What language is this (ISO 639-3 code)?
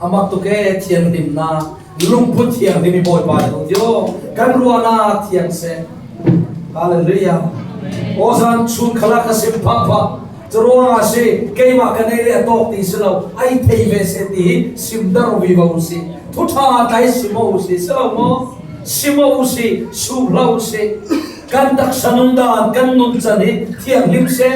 cfm